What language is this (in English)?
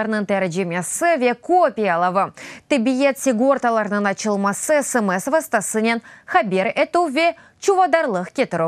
Crimean Tatar